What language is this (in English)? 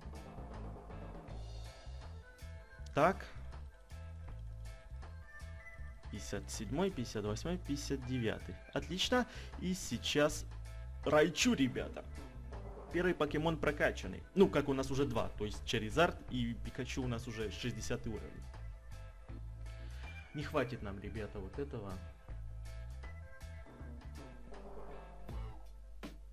Russian